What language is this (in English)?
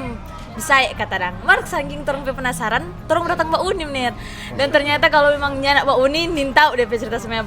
Manado Malay